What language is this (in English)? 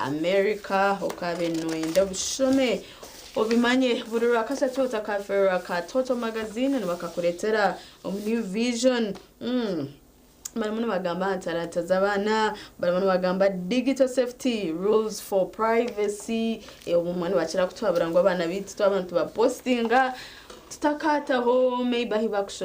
Nyankole